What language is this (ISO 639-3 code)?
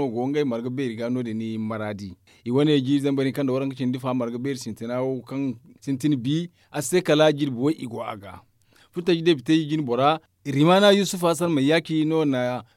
dje